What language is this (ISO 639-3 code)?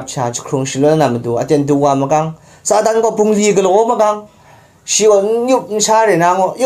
kac